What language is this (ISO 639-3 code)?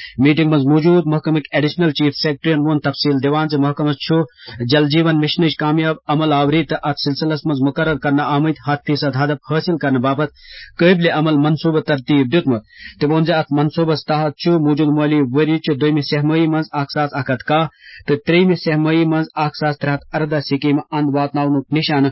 kas